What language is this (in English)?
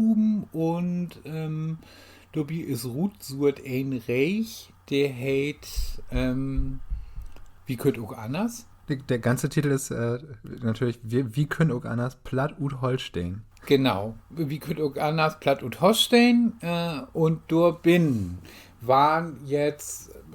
Low German